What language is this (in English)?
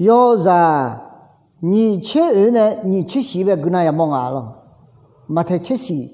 Akha